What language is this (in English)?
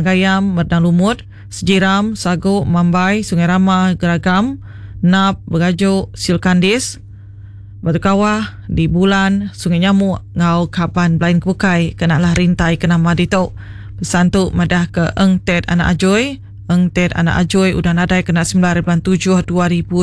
Iban